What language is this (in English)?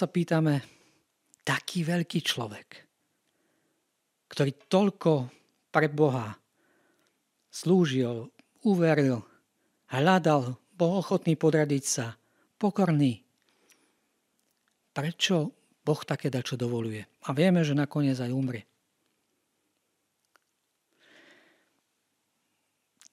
Slovak